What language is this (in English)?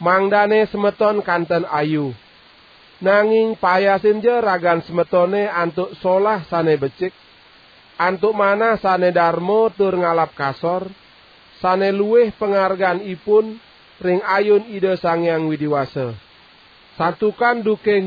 Balinese